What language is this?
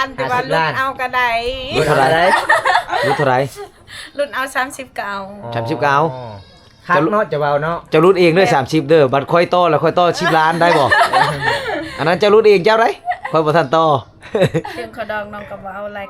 Lao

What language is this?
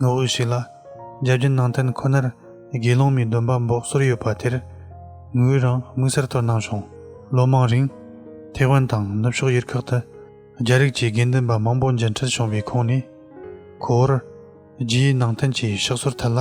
Tibetan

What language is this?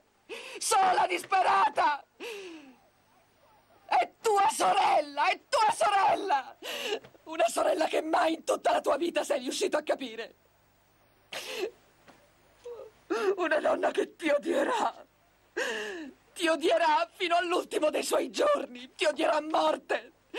Italian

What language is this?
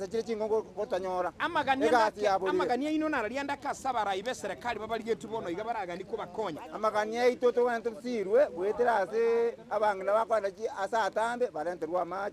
Gusii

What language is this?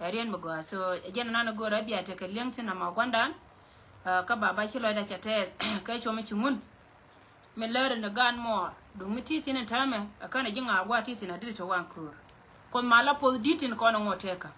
Nuer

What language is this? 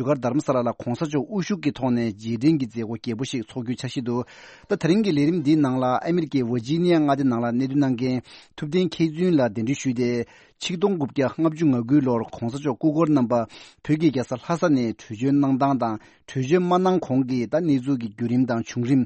Tibetan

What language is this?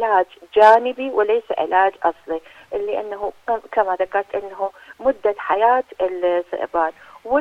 Arabic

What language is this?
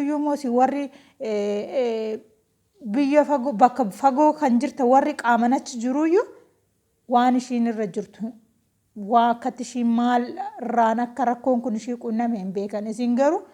Oromo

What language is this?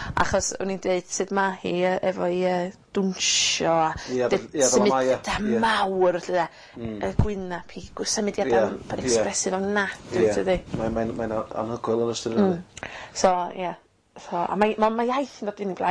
Welsh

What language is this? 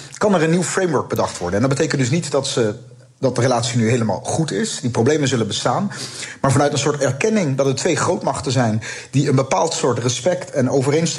Dutch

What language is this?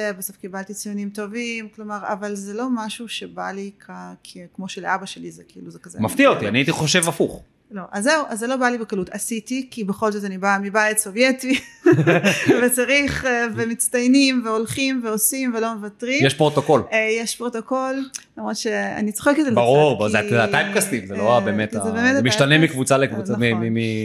Hebrew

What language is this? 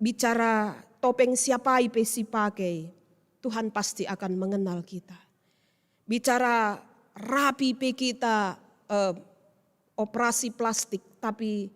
Batak Karo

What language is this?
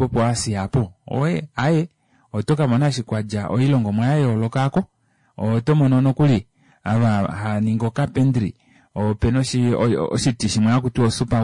Kuanyama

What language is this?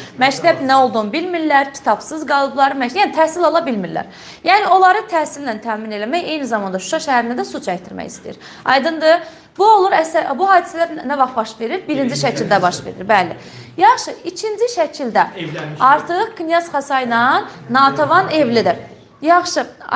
Azerbaijani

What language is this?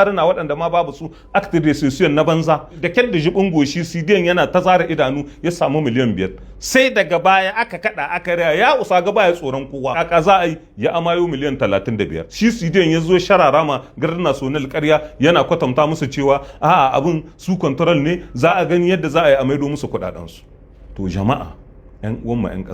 Hausa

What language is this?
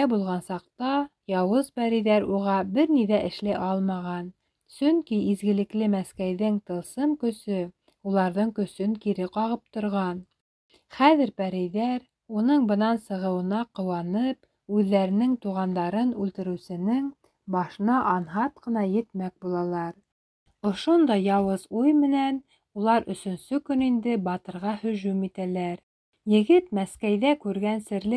Bashkir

